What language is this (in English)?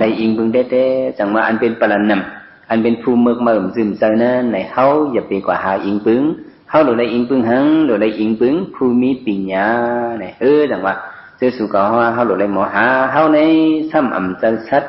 Shan